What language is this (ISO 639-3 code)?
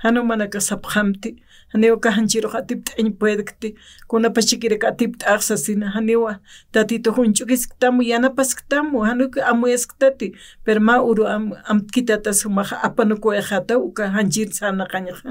aym